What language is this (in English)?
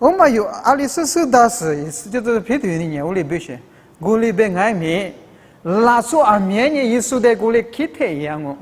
Lisu